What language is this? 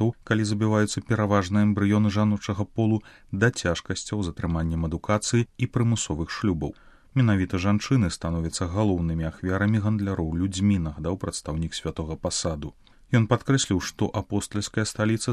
Belarusian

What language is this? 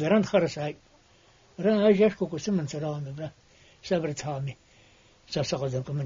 Abkhazian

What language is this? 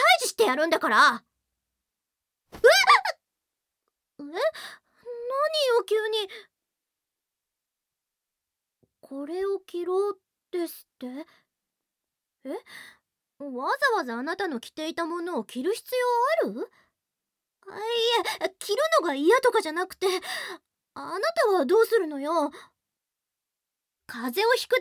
Japanese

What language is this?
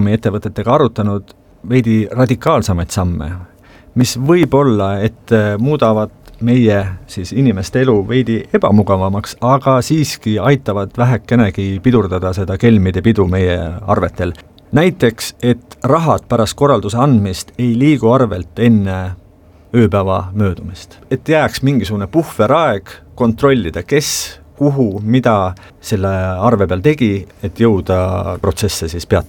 Estonian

